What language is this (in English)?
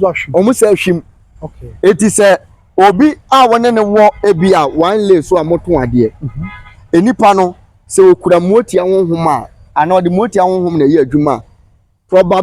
Akan